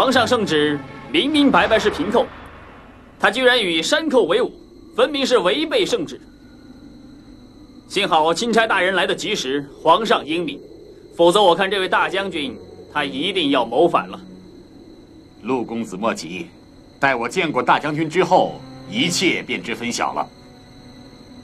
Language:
Chinese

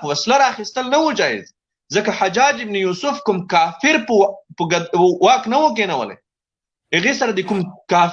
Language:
Pashto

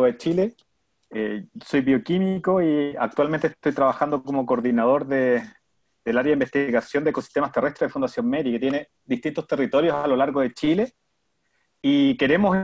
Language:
Spanish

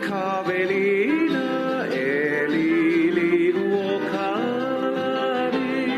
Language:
Hawaiian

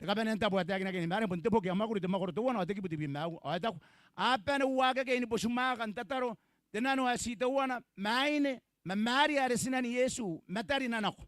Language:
Gilbertese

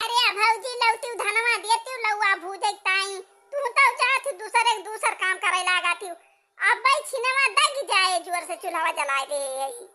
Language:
Awadhi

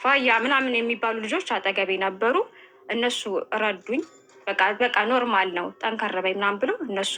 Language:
Amharic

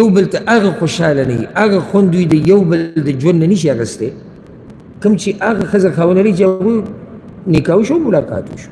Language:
Pashto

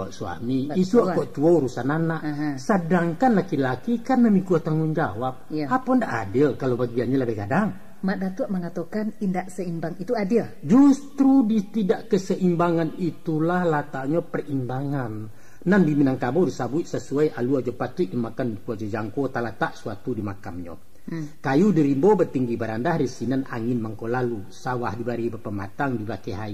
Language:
Minangkabau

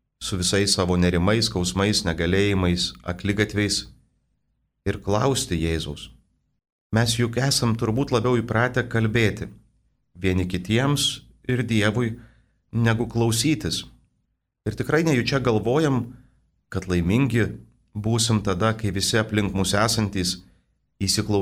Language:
Lithuanian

